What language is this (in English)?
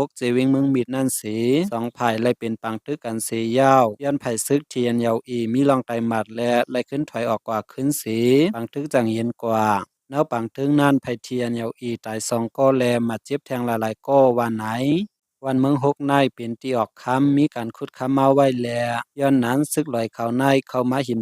Shan